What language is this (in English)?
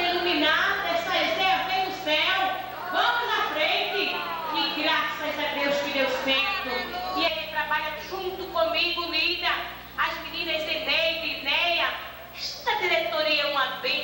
Portuguese